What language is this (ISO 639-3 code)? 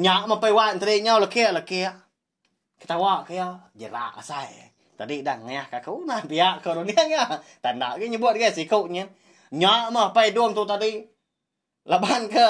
iba